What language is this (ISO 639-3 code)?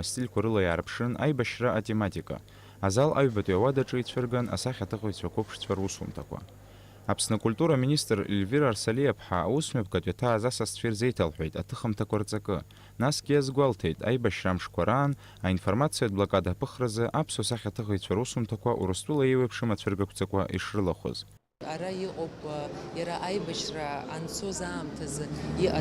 abk